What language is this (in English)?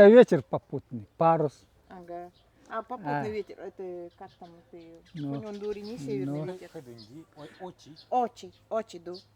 Nanai